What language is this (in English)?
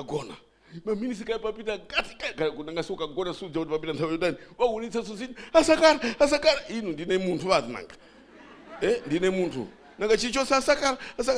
Nyanja